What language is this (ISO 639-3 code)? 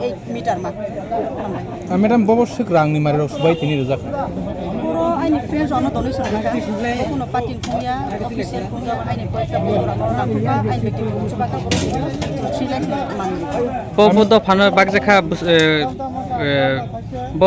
trp